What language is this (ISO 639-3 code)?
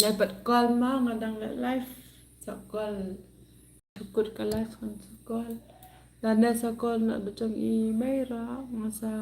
kha